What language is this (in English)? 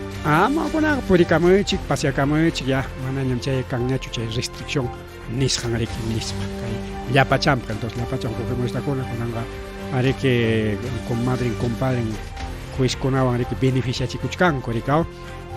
Ayacucho Quechua